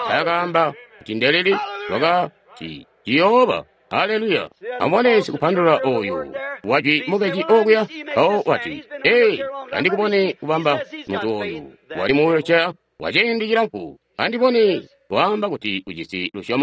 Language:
Tonga (Zambia)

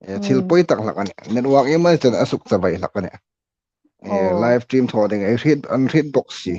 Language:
Hmar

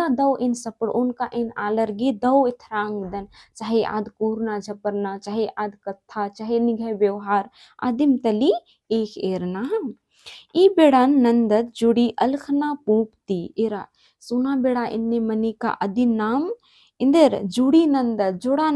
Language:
Kurukh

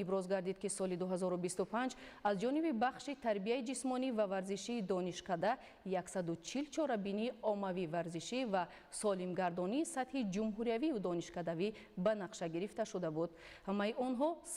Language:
Tajik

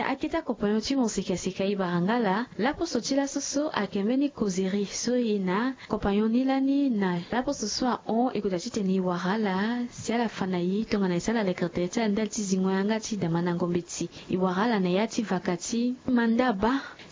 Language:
Sango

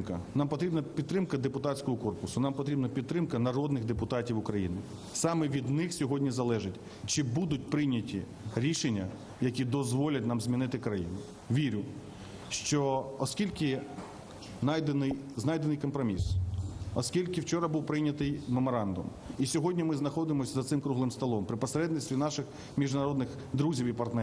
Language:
Ukrainian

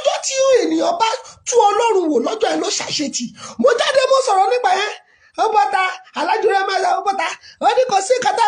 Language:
Yoruba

